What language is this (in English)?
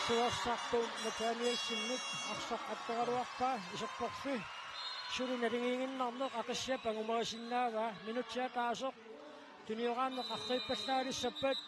Kalaallisut